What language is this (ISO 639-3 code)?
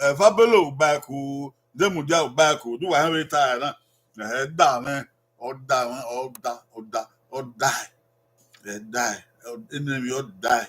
bin